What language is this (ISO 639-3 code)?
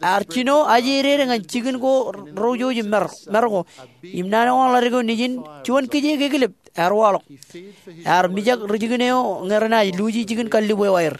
mah